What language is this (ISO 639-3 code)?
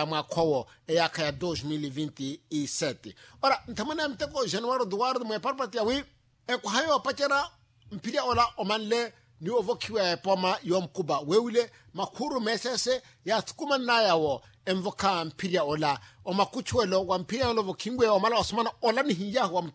vmw